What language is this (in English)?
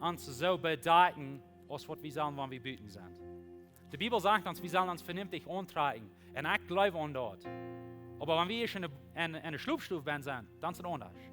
Plautdietsch